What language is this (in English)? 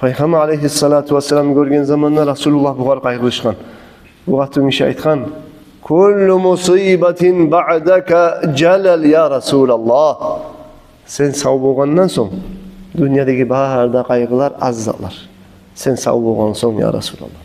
Kumyk